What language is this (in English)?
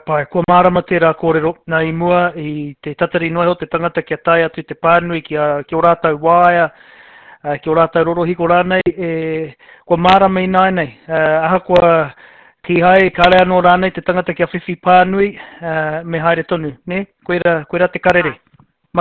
Māori